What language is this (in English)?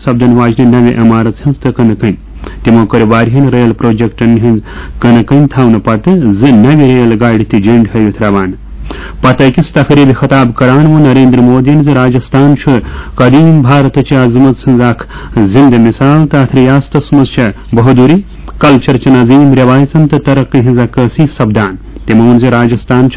Kashmiri